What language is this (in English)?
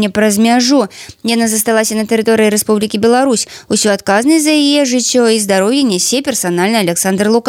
Belarusian